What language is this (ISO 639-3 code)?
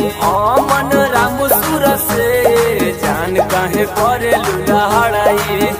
bho